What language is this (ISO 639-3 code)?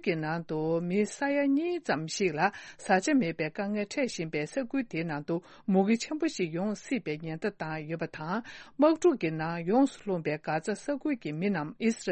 bod